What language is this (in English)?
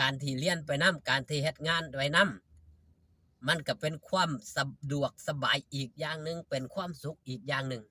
Northeastern Thai